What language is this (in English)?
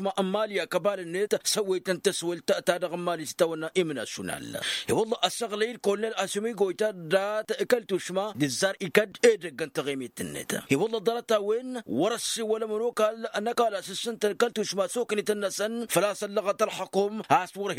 Tamasheq